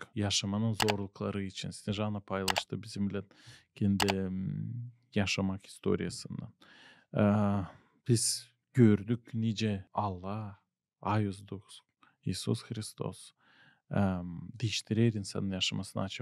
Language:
Gagauz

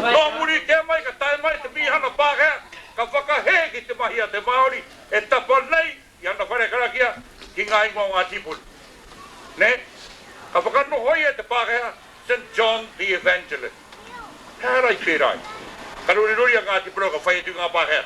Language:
Māori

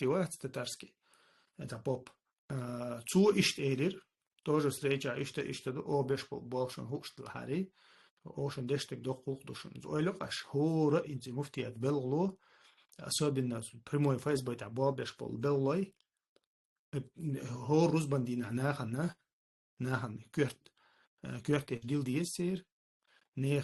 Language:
Chechen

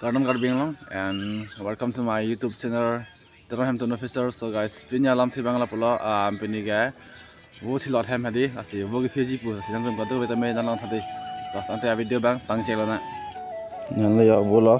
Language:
Karbi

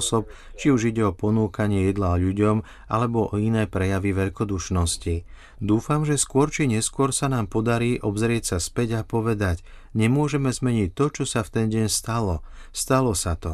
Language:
Slovak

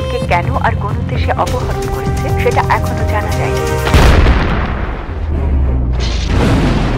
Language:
Bangla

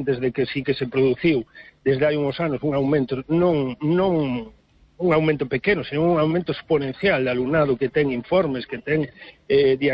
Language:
Galician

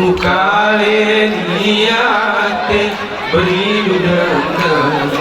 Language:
Gayo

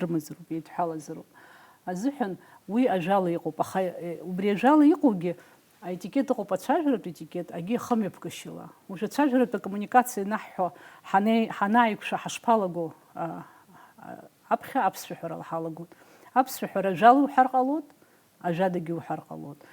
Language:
Abkhazian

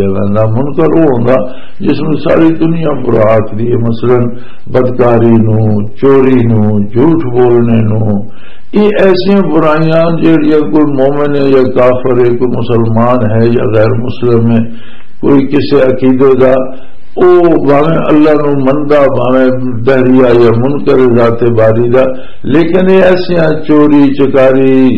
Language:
Western Panjabi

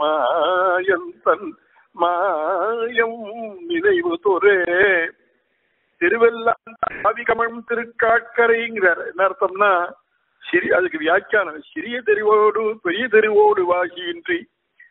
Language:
Tamil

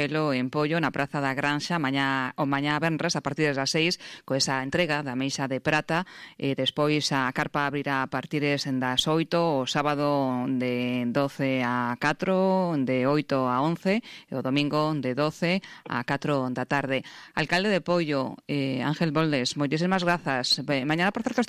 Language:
Galician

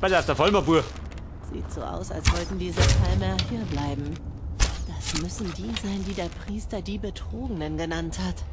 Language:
Bavarian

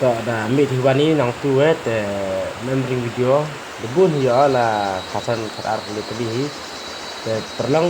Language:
Khasi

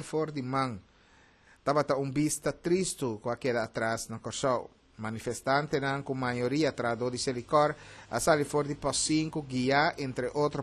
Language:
Papiamento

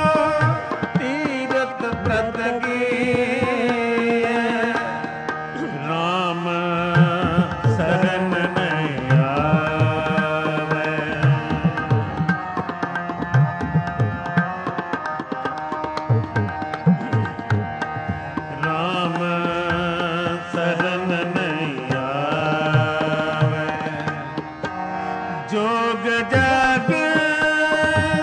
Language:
Punjabi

